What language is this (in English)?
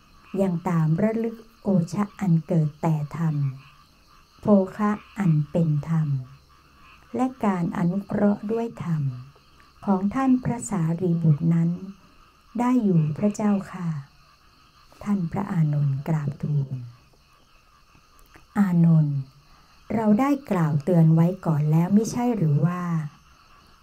Thai